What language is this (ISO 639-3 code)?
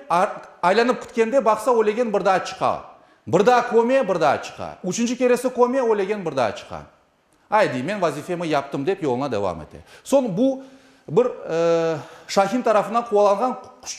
crh